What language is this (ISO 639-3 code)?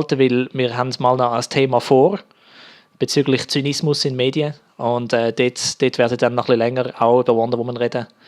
gsw